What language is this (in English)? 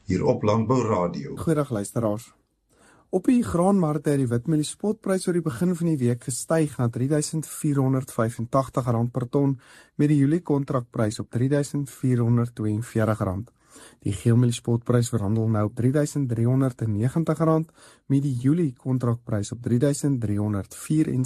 Afrikaans